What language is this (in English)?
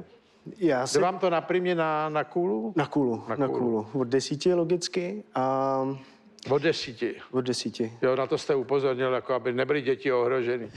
Czech